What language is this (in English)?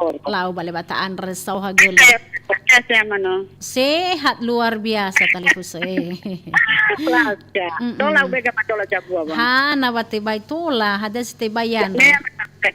Nias